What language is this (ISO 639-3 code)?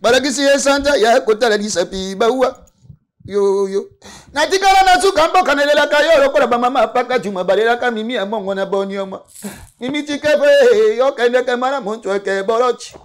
lin